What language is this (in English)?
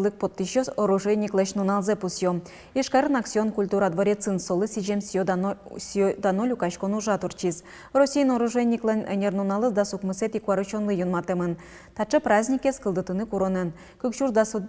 Udmurt